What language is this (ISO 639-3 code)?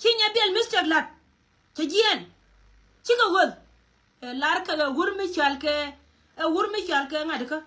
nus